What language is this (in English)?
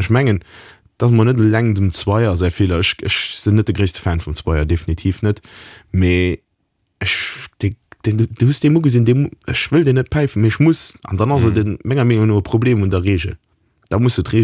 Luxembourgish